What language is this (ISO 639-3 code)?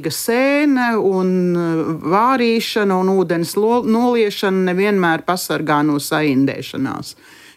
lav